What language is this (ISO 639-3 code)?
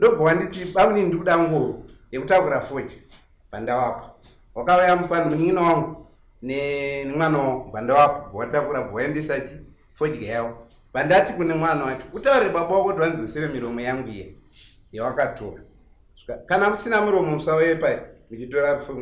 sna